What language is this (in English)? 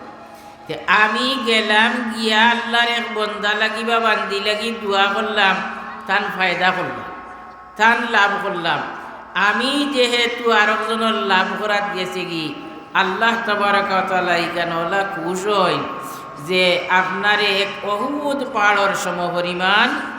Sylheti